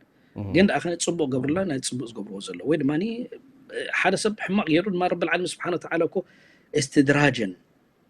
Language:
Tigrinya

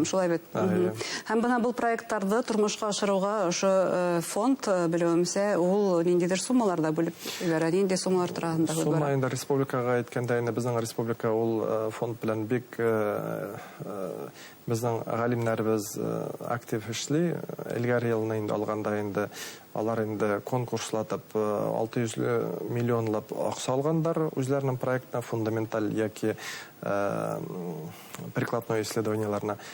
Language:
Bashkir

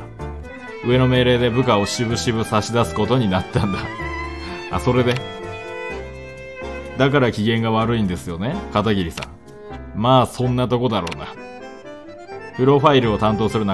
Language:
Japanese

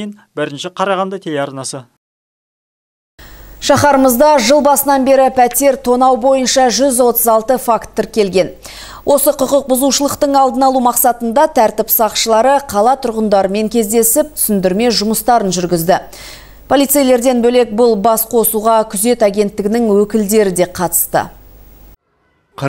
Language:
Kazakh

